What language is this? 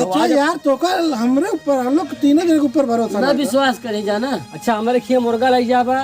Awadhi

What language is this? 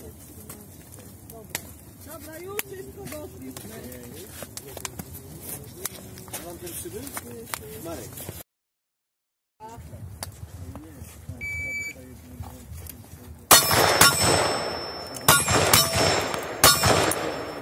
Polish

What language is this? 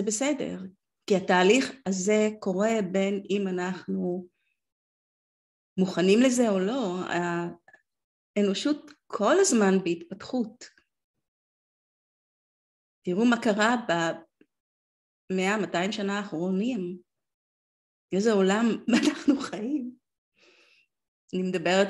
Hebrew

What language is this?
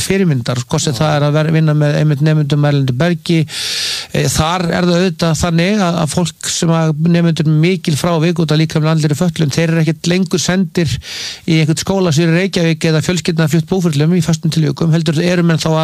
Icelandic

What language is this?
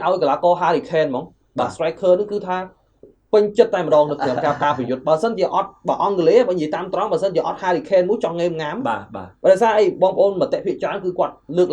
Khmer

